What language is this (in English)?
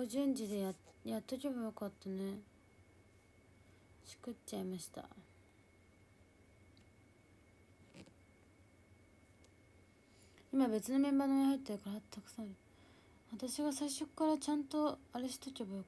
Japanese